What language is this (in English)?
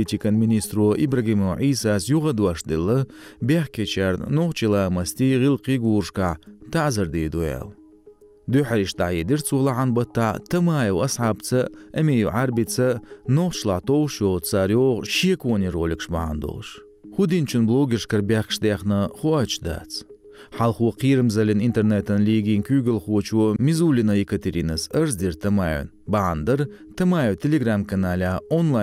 Chechen